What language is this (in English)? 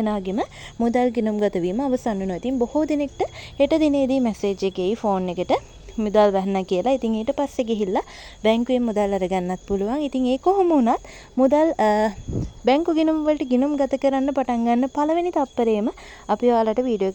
Sinhala